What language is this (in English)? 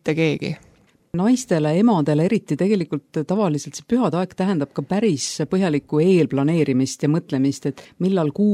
Estonian